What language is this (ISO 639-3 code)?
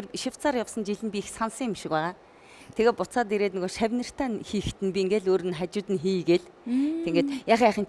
mon